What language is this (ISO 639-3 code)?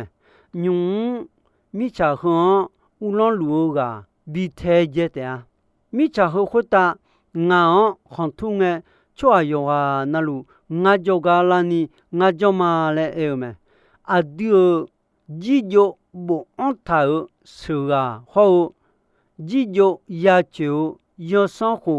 ahk